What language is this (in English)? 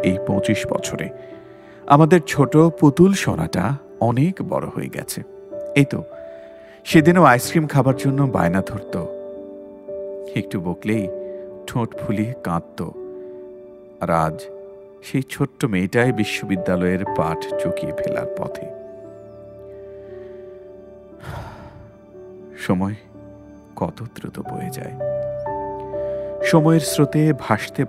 Bangla